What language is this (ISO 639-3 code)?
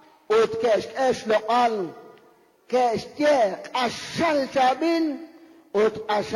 kek